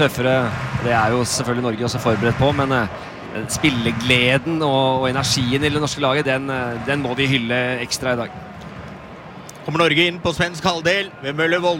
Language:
Norwegian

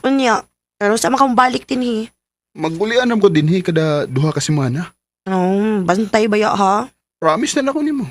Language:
Cebuano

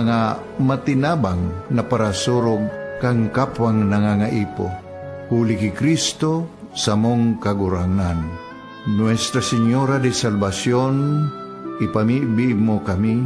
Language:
Bikol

